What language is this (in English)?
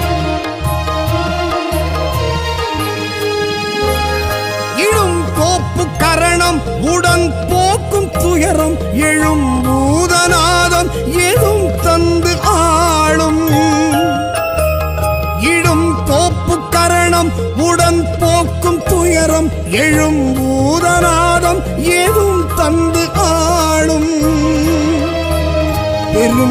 Tamil